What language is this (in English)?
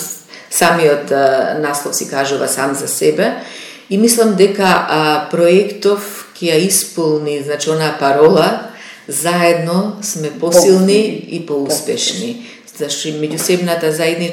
Macedonian